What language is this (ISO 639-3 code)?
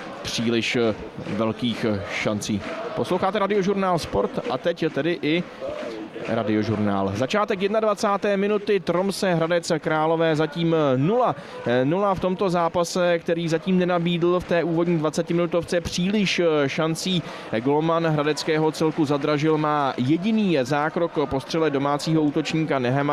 ces